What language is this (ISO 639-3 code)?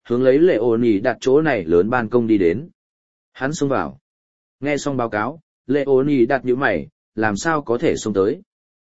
vie